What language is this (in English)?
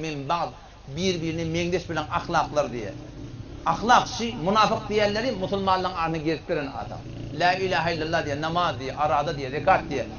Turkmen